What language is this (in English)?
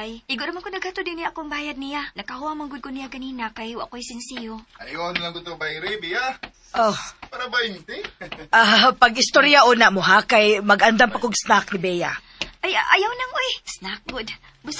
Cebuano